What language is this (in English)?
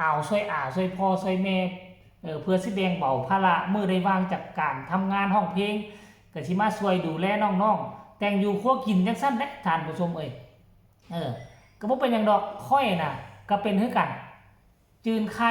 Northeastern Thai